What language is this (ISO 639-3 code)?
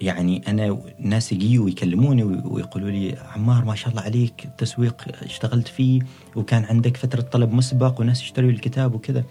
afb